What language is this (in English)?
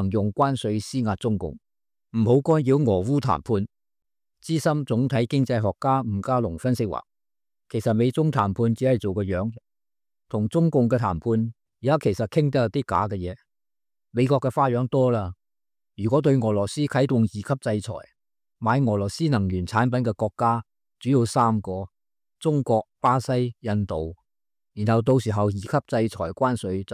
Cantonese